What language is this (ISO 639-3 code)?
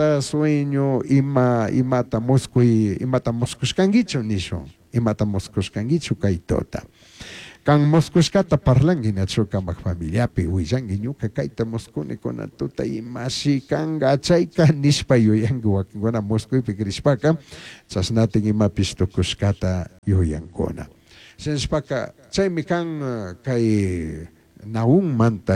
qug